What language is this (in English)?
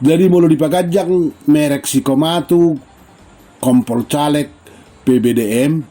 Batak Toba